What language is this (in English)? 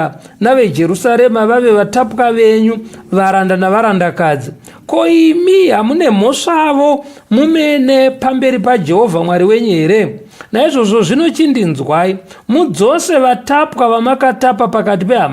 Shona